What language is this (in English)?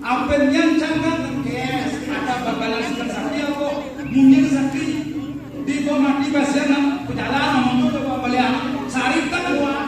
Balinese